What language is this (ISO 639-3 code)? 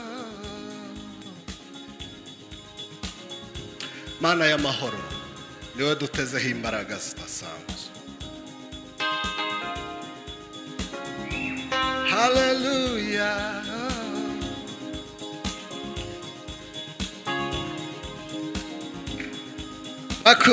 kin